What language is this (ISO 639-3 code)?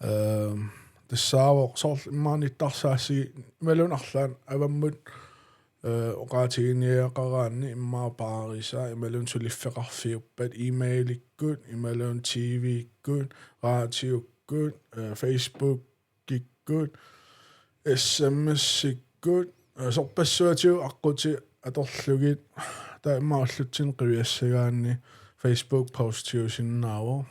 kal